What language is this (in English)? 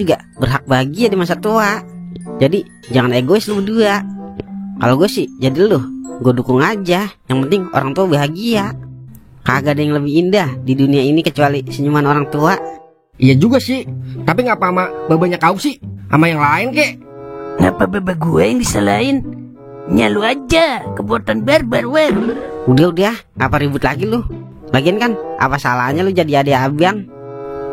Betawi